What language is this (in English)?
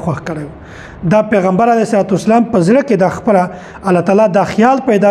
Pashto